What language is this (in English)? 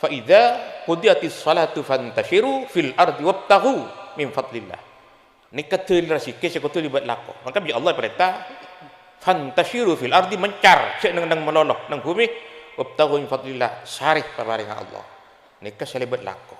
Madurese